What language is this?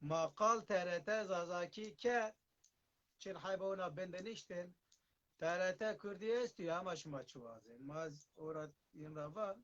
Zaza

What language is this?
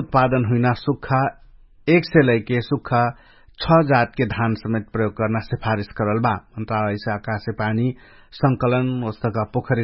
Dangaura Tharu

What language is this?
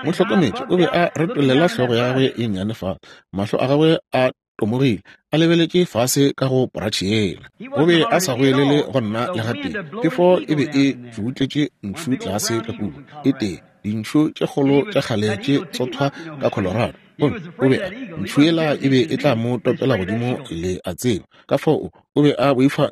Northern Sotho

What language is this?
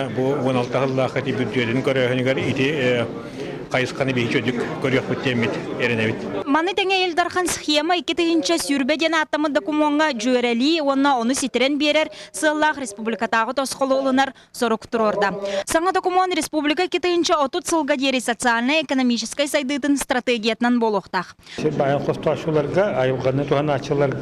Yakut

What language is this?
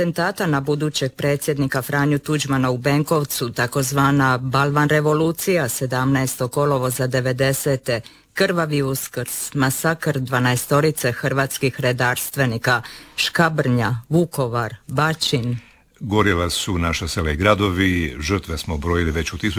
Croatian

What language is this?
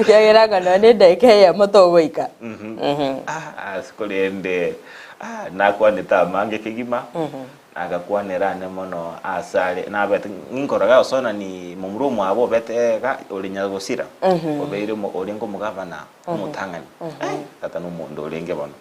Gusii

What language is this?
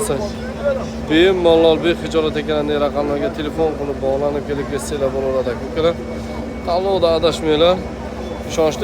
Uzbek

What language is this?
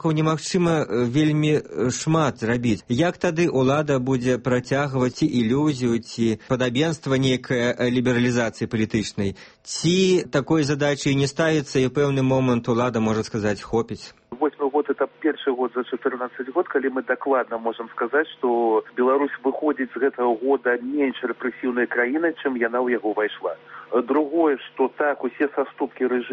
Belarusian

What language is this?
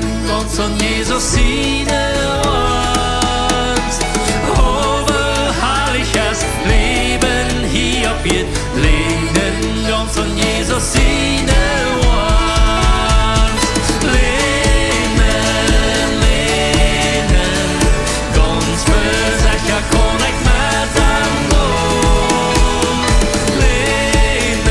Plautdietsch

